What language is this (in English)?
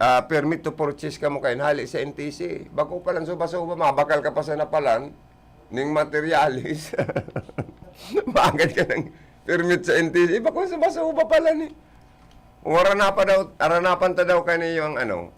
Bikol